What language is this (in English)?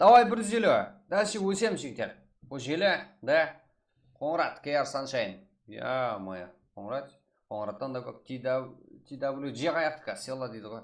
Kara-Kalpak